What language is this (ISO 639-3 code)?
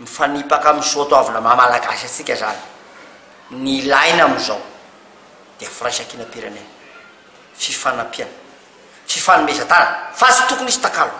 mlg